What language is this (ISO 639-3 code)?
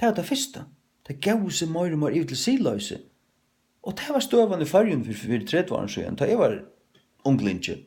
fao